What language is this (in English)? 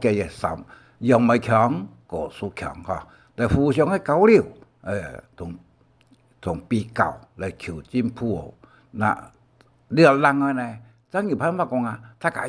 Hakka Chinese